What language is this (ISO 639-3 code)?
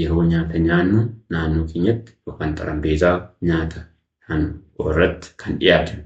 orm